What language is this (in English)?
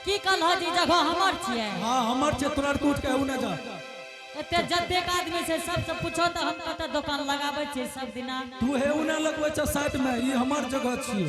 Angika